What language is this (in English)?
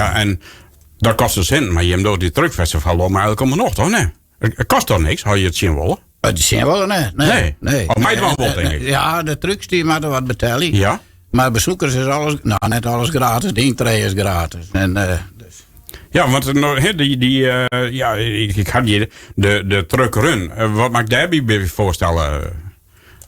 Western Frisian